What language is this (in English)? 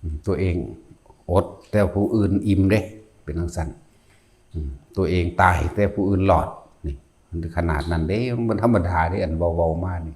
Lao